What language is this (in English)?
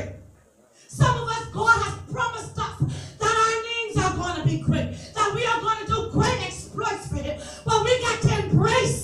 English